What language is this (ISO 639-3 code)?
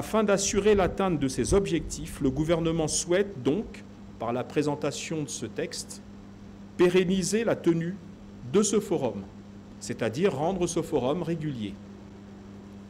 fra